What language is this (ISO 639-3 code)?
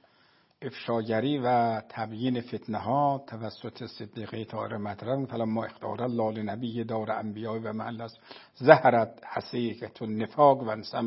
fas